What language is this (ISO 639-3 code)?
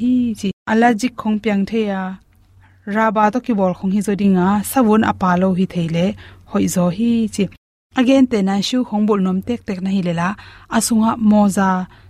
ctd